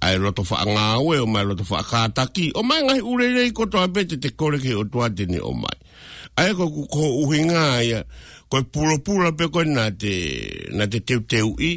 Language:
Tongan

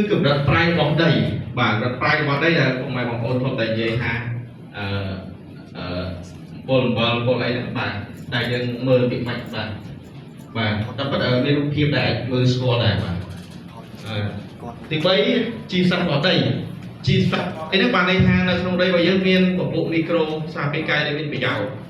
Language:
Khmer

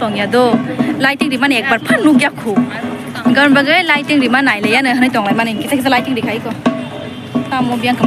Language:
Kok Borok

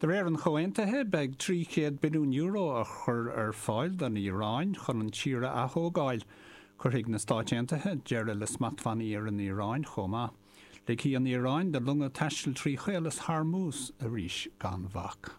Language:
Irish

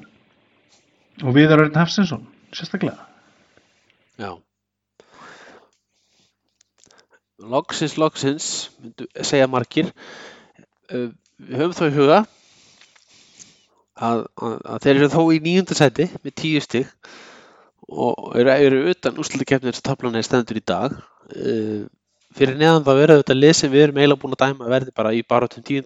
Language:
Icelandic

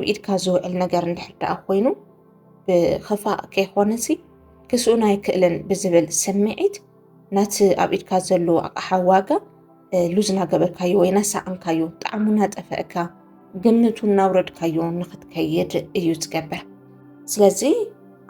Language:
Tigrinya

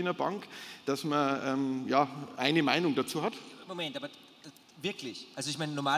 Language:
German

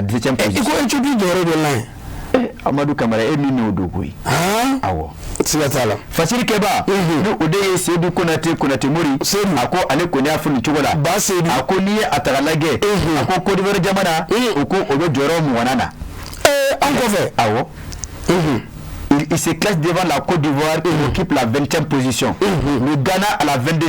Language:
Bambara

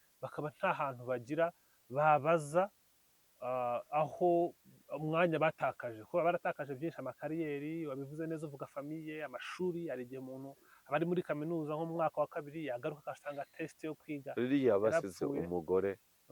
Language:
Kinyarwanda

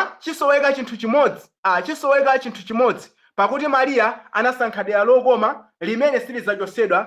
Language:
Nyanja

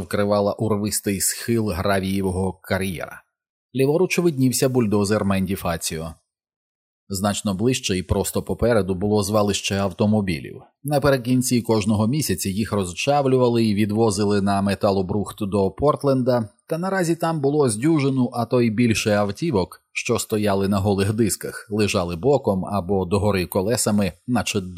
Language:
Ukrainian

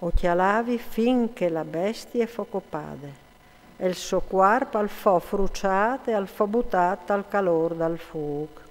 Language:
Friulian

